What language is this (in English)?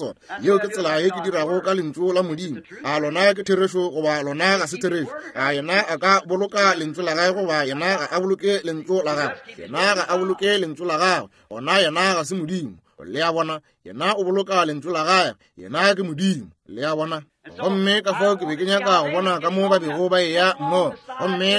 Northern Sotho